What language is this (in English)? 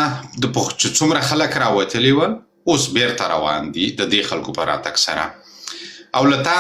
Pashto